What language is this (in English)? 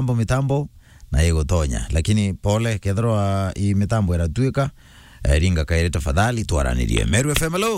Meru